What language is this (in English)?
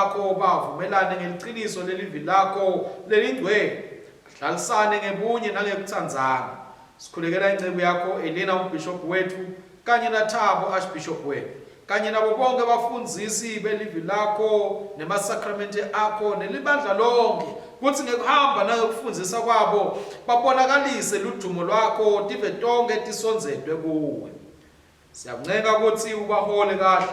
Swati